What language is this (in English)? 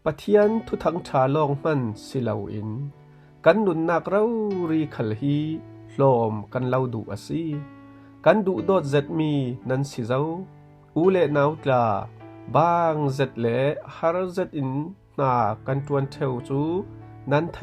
Falam Chin